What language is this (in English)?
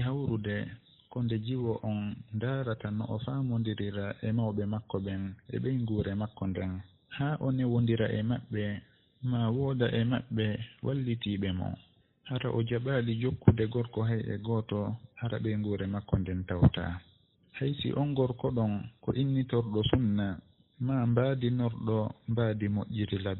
Fula